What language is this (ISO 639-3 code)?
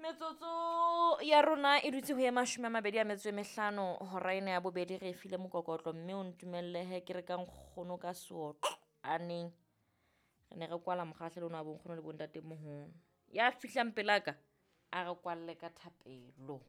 sot